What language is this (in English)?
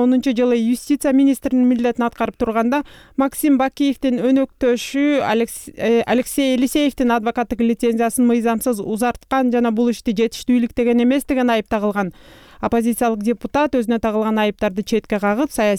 Kyrgyz